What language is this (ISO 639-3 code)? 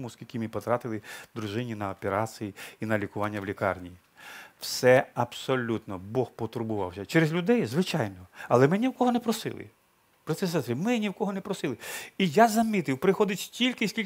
ukr